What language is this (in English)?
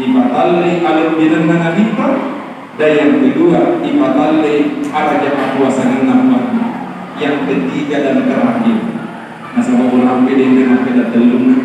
Buginese